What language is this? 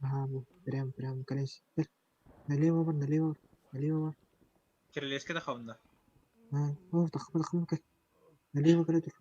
Yakut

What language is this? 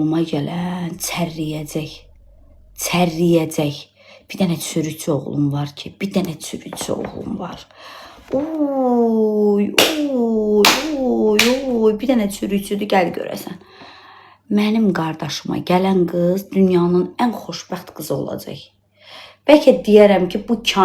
Azerbaijani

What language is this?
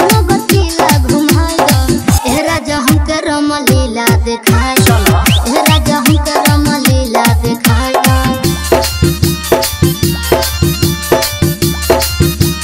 Bhojpuri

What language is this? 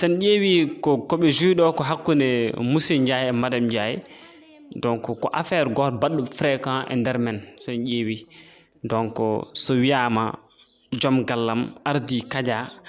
Fula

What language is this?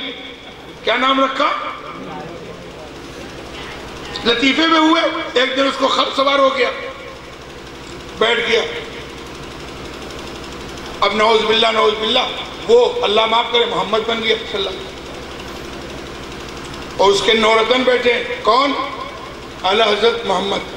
Urdu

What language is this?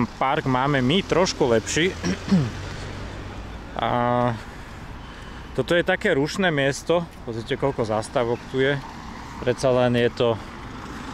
Slovak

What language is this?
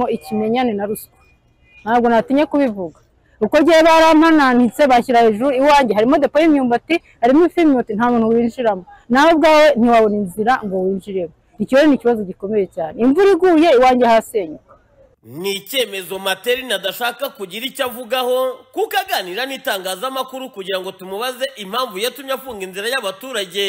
Kinyarwanda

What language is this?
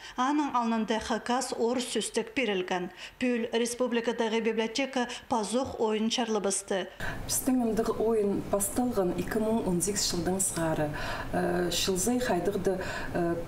Khakas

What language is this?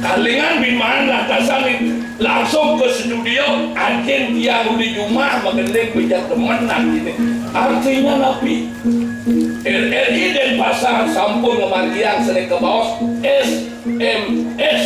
Balinese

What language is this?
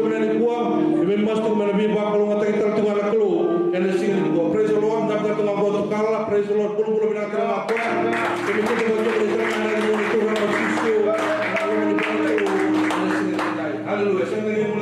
Fijian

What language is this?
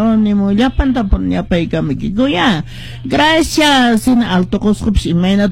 Quechua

